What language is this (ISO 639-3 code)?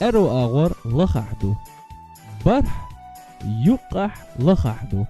che